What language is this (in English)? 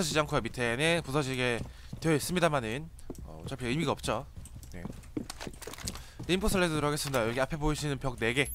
Korean